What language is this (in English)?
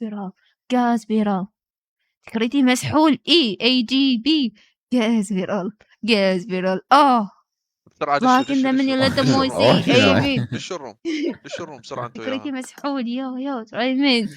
Mesopotamian Arabic